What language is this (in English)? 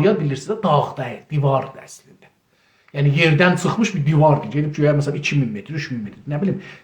South Azerbaijani